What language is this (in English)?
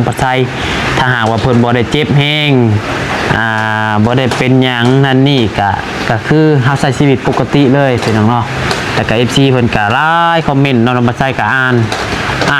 Lao